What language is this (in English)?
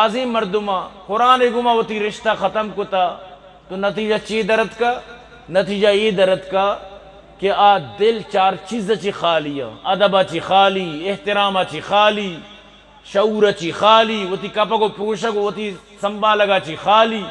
Eastern Balochi